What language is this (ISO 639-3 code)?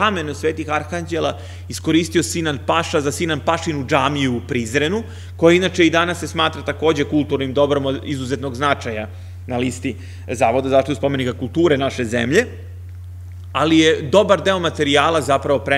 srp